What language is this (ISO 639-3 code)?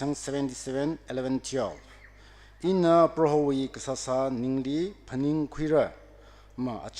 nmf